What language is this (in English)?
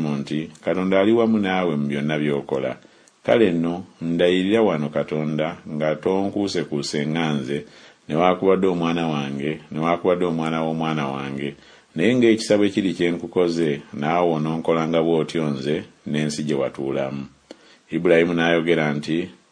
Ganda